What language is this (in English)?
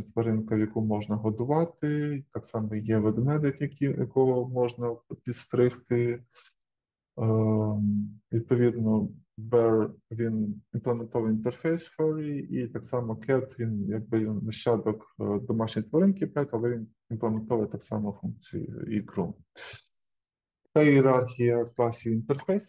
Ukrainian